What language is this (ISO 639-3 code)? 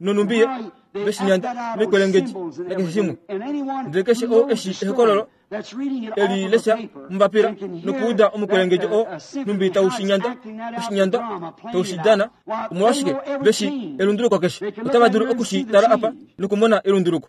kua